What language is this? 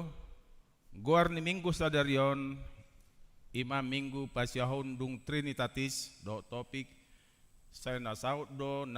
Batak Toba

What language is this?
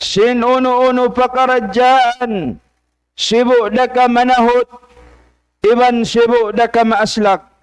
Tausug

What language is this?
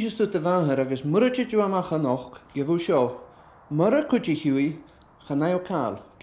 Scottish Gaelic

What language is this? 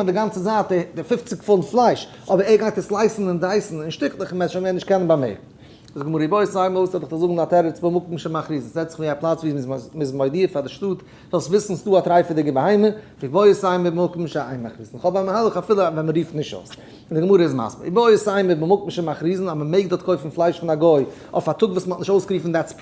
Yiddish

